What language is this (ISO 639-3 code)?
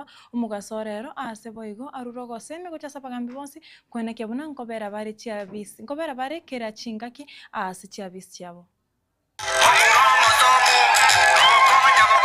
guz